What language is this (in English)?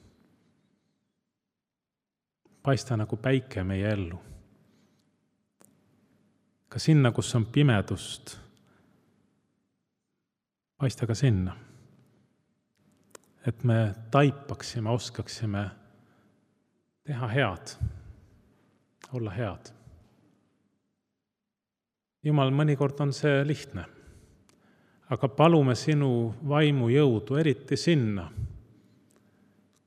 Estonian